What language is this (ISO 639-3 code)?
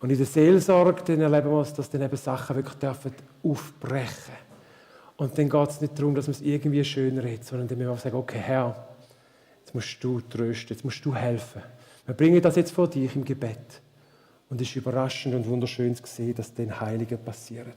gsw